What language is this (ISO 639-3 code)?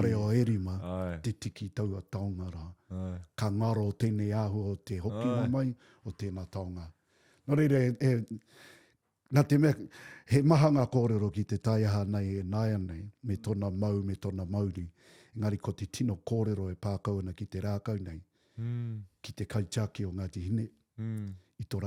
mri